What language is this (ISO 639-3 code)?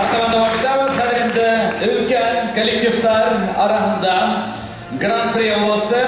bak